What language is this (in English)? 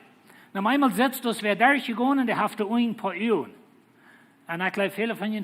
Plautdietsch